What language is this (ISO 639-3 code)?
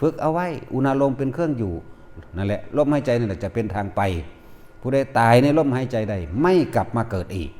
tts